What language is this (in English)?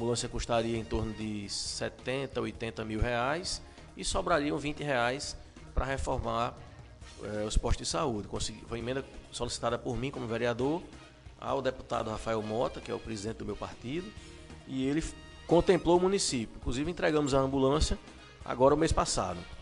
Portuguese